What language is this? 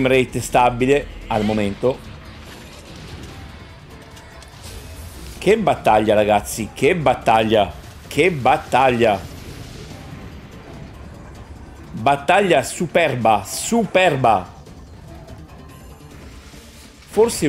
Italian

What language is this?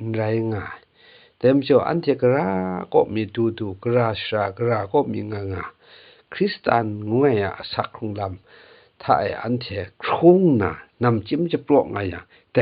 Kachin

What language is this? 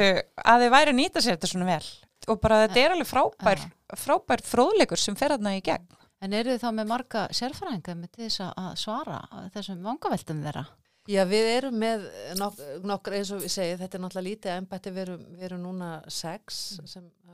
Icelandic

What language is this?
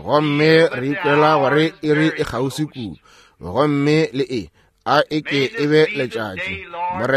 Northern Sotho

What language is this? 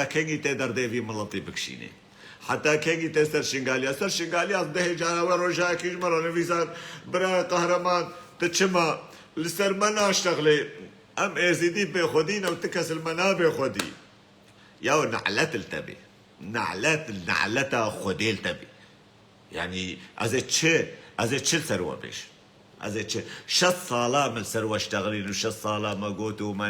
Kurdish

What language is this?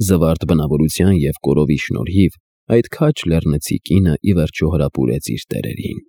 Armenian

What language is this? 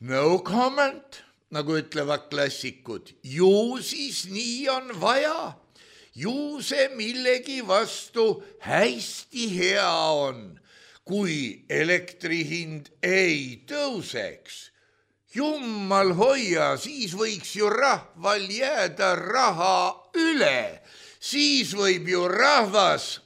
Estonian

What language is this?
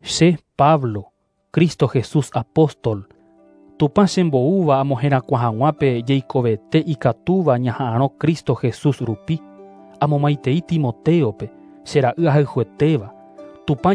Guarani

